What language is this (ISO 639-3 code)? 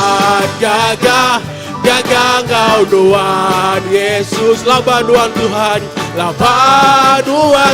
iba